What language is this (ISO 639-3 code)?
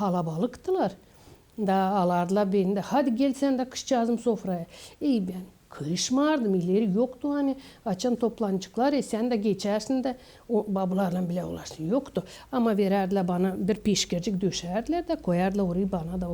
gag